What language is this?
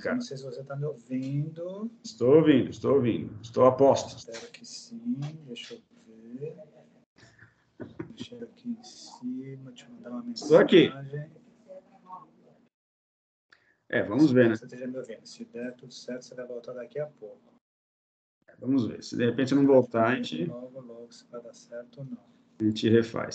Portuguese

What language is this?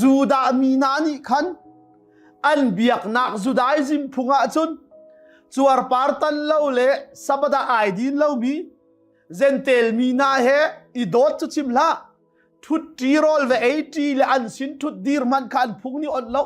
Hakha Chin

